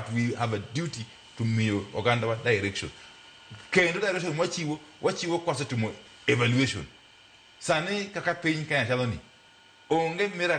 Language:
Luo (Kenya and Tanzania)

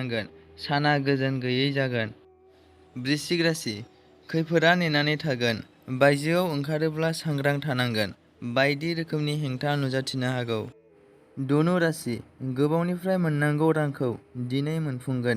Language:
Bodo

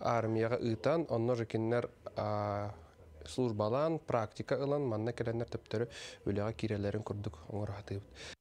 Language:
Yakut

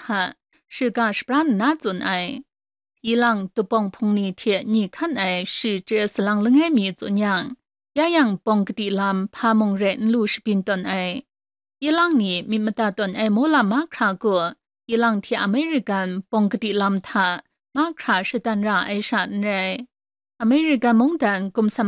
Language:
Kachin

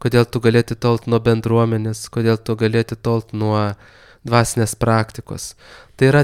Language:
Lithuanian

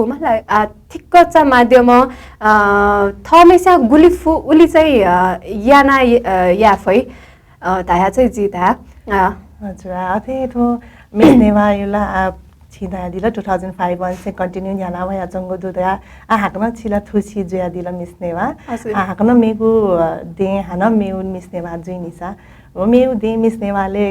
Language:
Newari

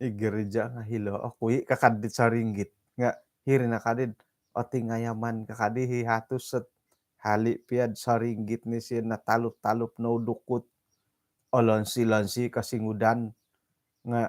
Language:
Central Dusun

